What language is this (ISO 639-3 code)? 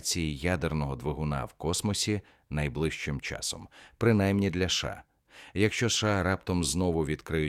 ukr